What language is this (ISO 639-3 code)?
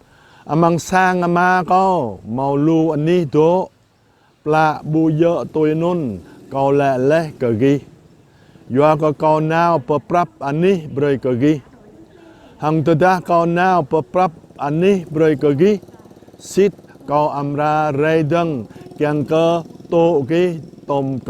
jra